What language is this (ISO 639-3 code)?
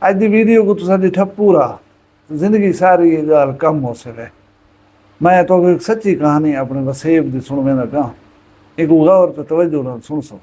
skr